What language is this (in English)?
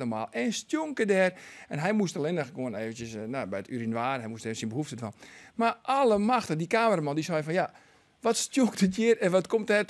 Western Frisian